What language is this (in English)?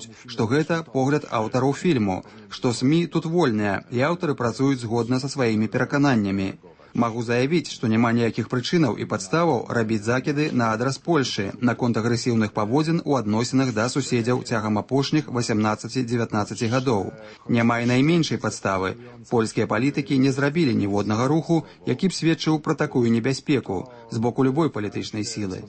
Belarusian